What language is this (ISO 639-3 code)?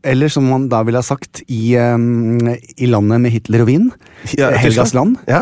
nor